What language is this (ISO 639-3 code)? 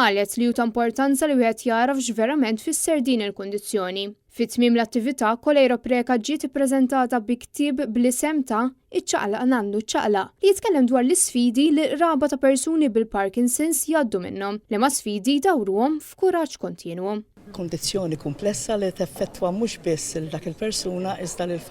mlt